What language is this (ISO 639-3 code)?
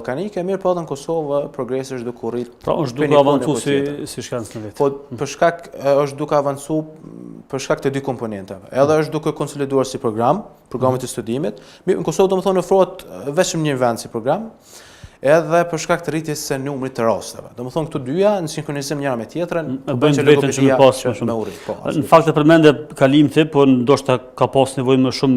sqi